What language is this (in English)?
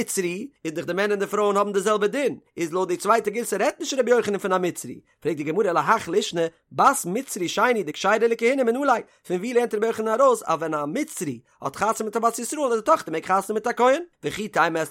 Yiddish